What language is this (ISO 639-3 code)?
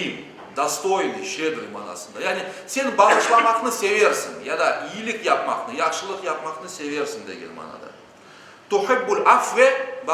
crh